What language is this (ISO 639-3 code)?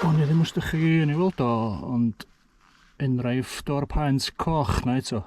cym